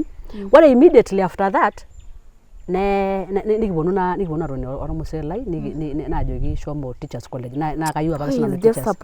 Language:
Masai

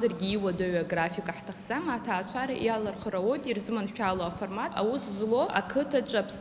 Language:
Abkhazian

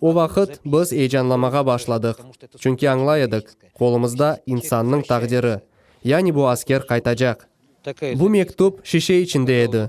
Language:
Crimean Tatar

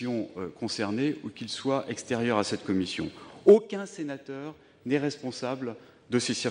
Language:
French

